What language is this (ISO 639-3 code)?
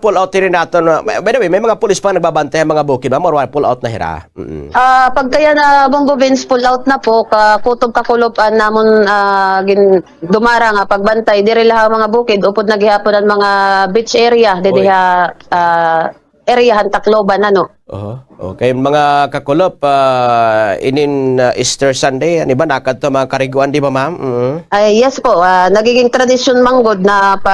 war